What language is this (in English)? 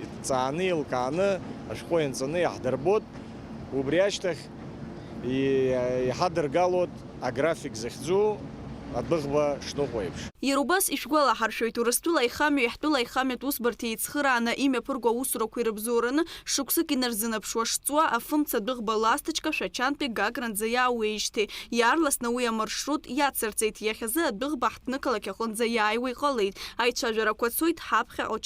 Abkhazian